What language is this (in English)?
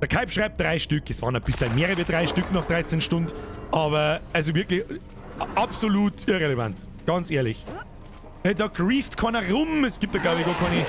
Bavarian